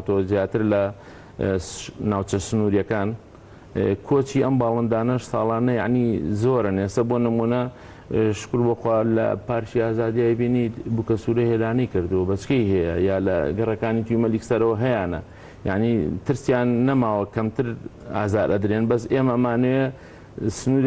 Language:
Central Kurdish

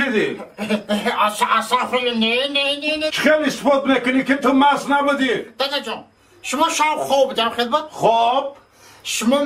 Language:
Tajik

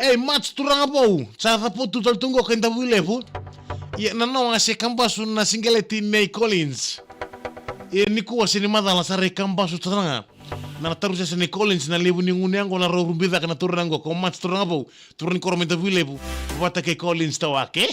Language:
Fijian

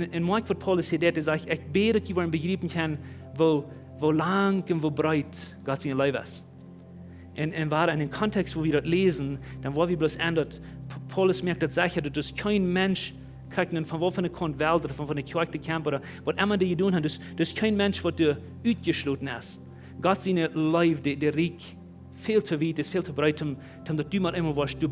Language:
Plautdietsch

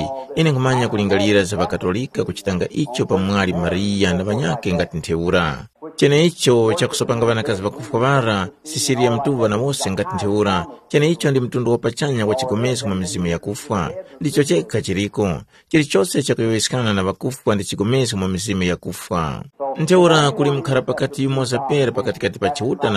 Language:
Tumbuka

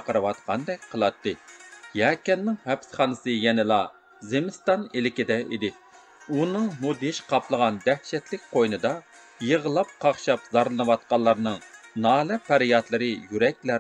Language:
Uyghur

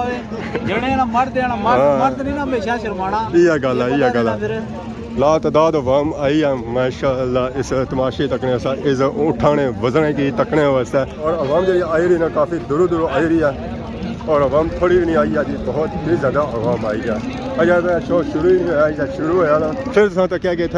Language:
Pahari-Potwari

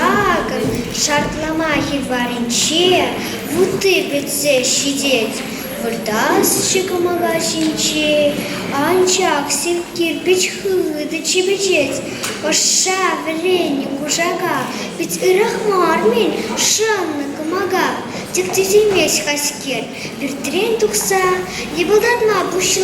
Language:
Chuvash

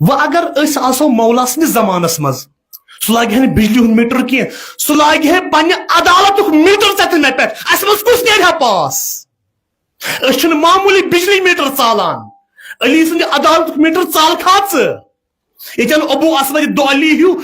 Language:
Kashmiri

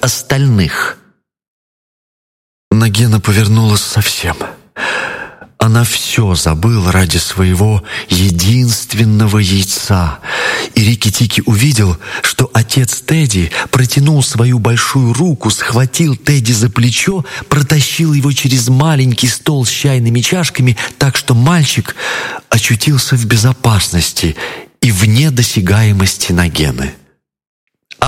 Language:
Russian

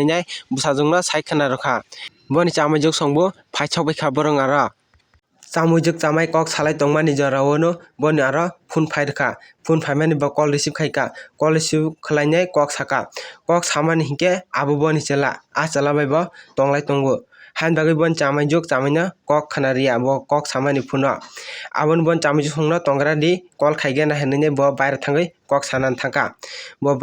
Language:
Kok Borok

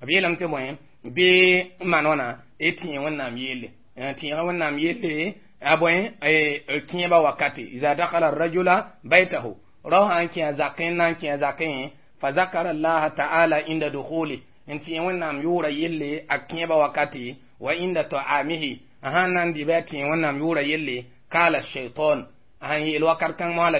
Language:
Mossi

